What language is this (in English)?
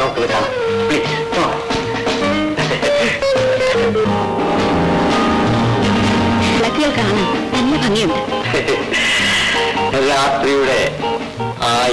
Malayalam